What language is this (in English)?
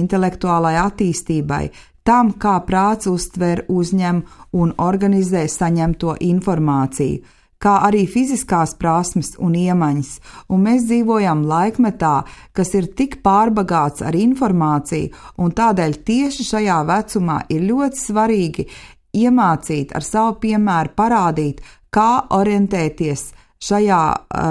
Latvian